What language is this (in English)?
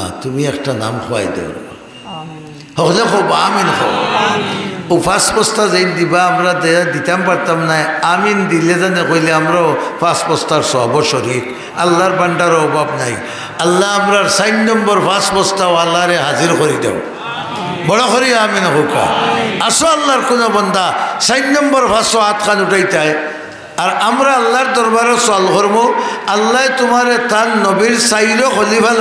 Sylheti